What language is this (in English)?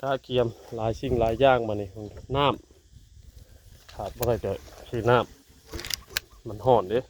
Northeastern Thai